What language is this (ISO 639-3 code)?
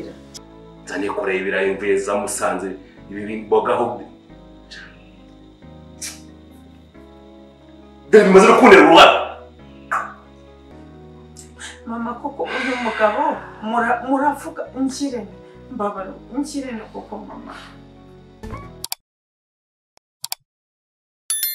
kin